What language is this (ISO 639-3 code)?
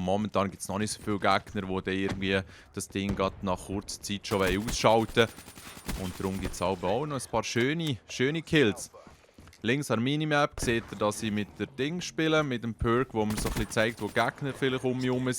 gsw